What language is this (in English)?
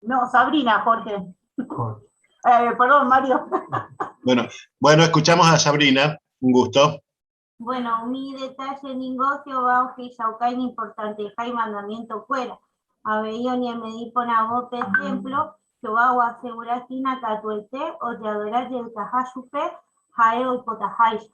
Guarani